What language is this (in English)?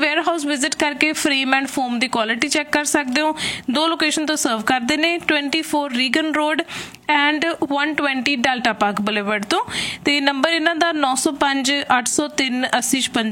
Punjabi